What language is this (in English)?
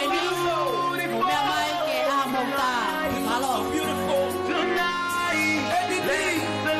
Tongan